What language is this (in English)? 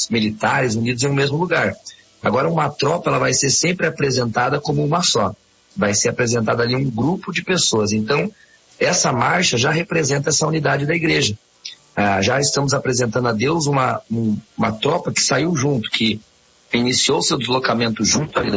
Portuguese